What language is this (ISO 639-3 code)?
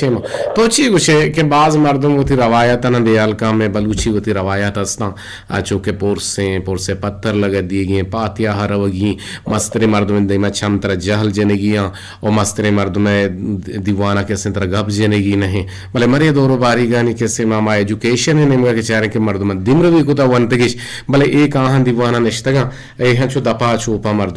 bgp